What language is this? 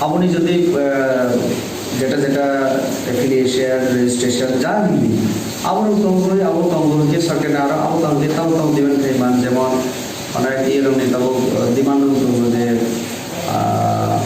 Kok Borok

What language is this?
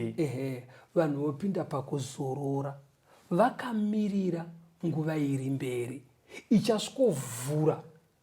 Shona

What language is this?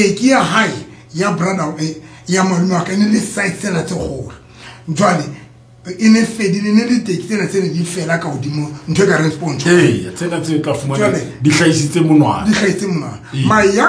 Southern Sotho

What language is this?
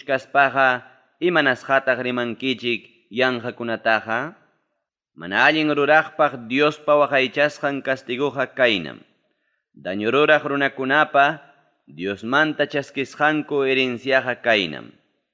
Ayacucho Quechua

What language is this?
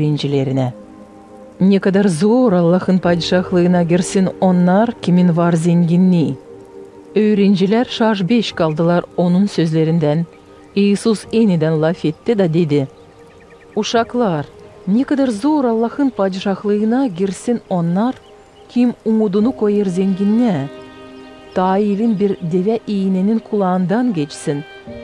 Gagauz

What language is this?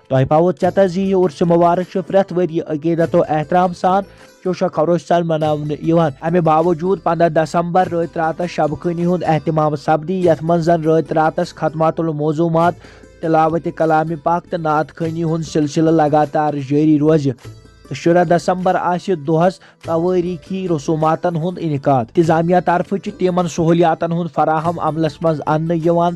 Kashmiri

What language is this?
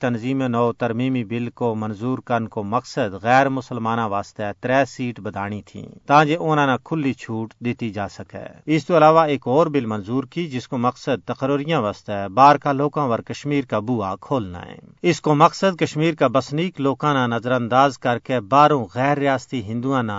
Gujari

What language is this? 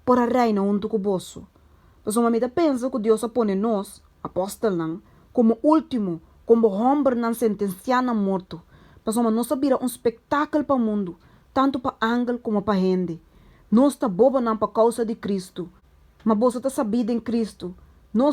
Papiamento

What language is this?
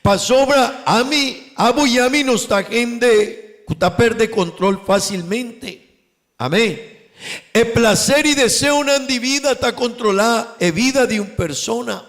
Papiamento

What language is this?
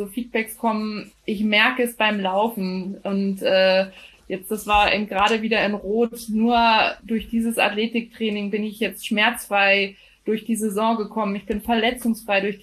German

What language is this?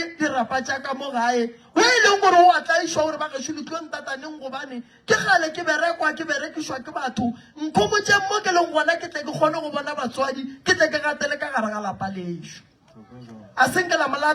Northern Sotho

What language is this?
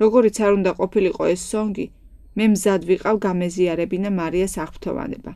Georgian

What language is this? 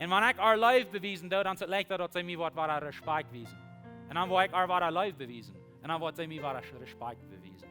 Plautdietsch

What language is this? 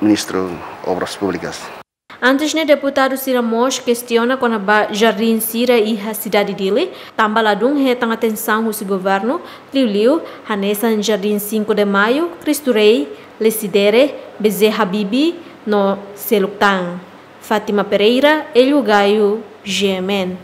Tetum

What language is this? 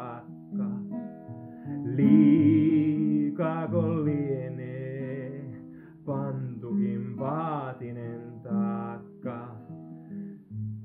Finnish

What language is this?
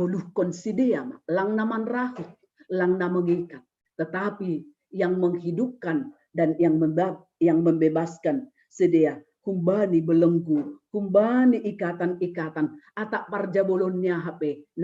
Batak Simalungun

